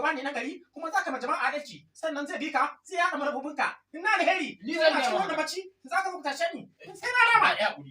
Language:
Hausa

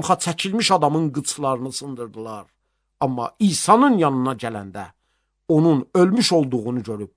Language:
Azerbaijani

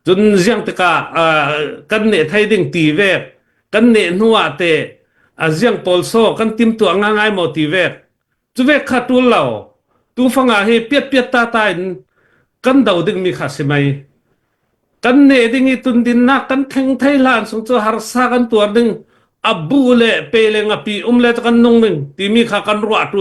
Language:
Falam Chin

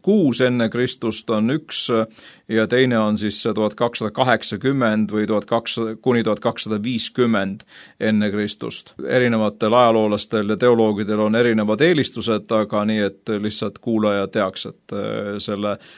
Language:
Estonian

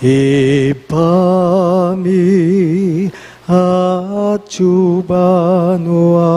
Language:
Pampanga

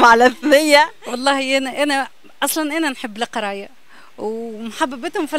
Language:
Tunisian Arabic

